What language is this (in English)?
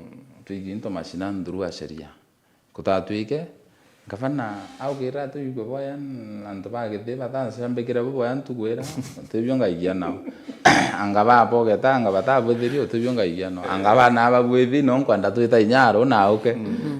Meru